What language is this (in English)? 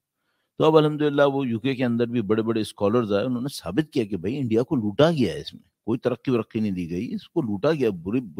Urdu